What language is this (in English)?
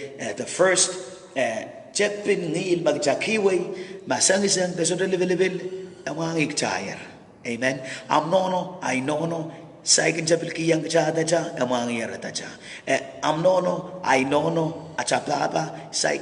Pohnpeian